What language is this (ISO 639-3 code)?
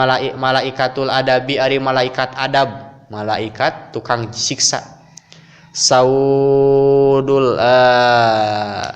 sun